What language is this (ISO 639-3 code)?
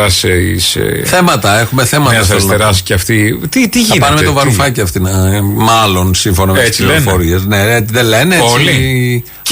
ell